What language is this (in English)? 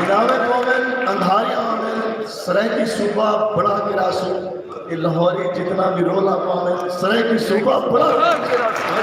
Saraiki